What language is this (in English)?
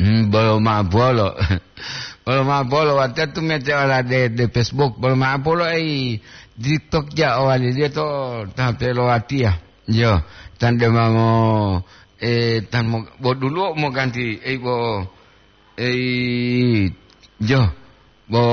Gorontalo